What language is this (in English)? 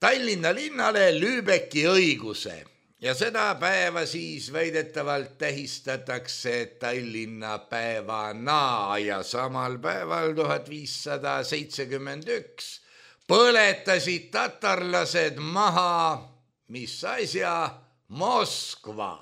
Estonian